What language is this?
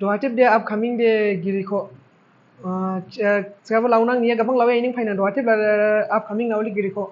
Dimasa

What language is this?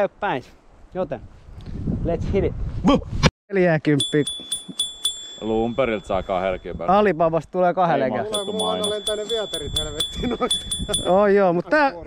Finnish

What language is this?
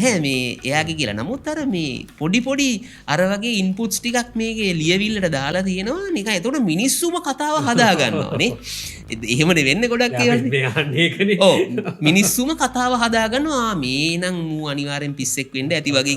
Sinhala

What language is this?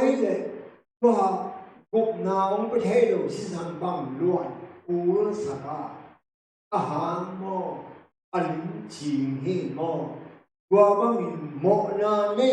Tedim Chin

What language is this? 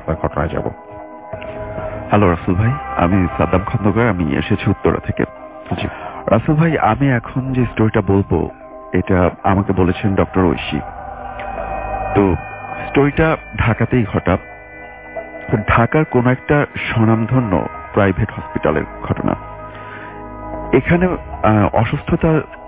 Bangla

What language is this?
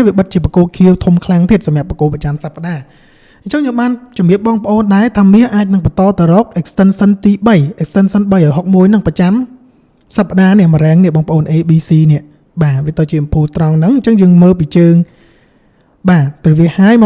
Khmer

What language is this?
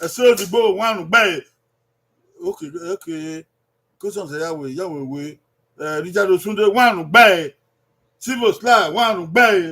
Bini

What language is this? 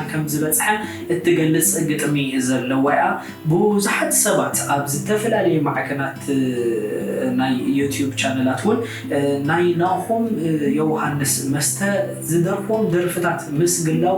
Tigrinya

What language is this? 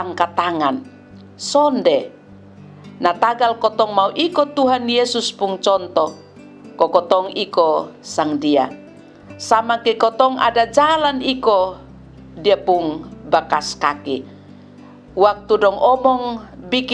Kupang Malay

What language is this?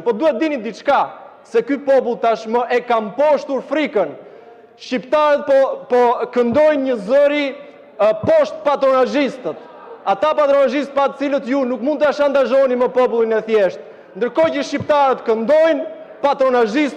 Albanian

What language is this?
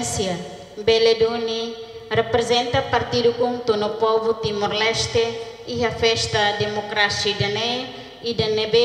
Tetum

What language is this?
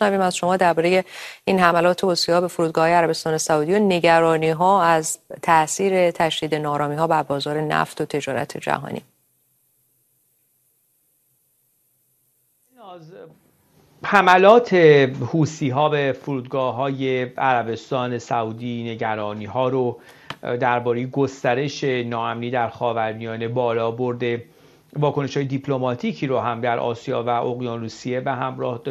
Persian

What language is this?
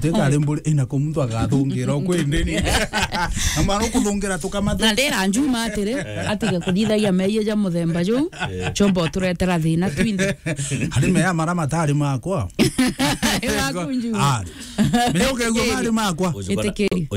Meru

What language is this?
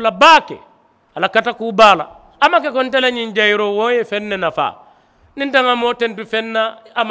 Mandingo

